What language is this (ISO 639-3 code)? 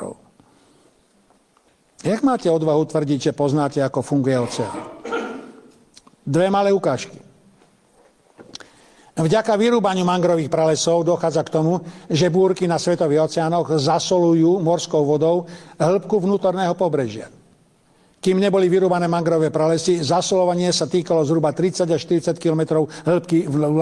slk